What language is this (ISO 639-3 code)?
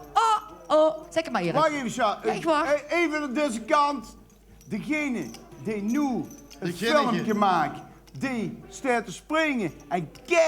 lim